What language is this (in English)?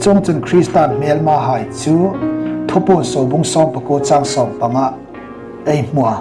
Hmar